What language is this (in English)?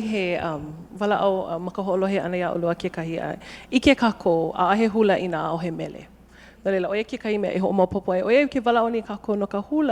Hawaiian